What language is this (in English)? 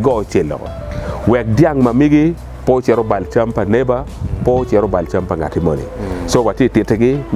Acoli